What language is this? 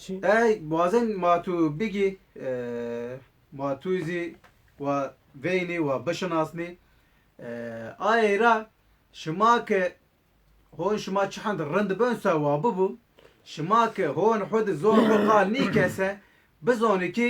Zaza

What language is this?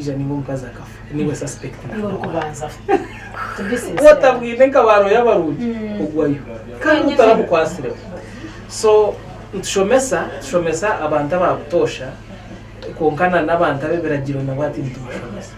Nyankole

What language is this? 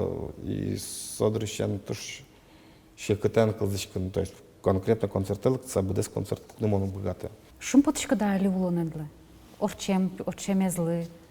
Udmurt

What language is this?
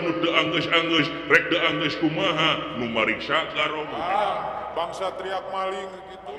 Sundanese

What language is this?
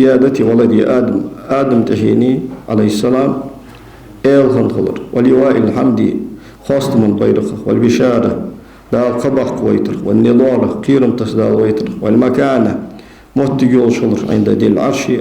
Ingush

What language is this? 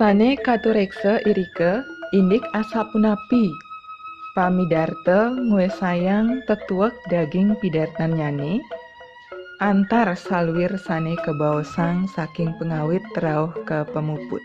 Balinese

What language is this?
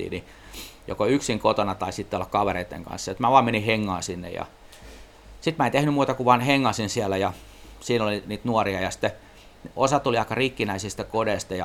Finnish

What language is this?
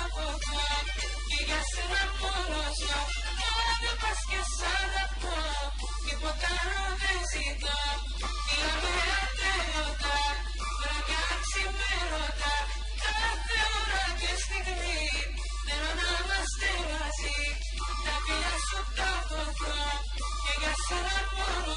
Greek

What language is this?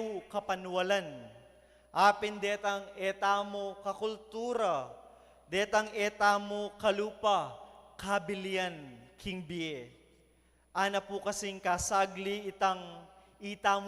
Pampanga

